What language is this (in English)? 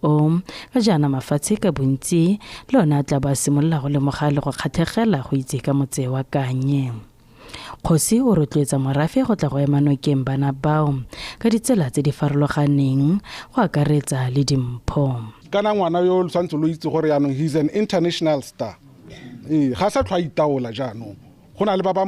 Tswana